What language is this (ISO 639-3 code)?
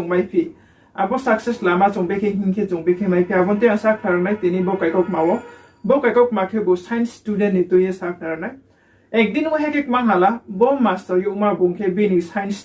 ria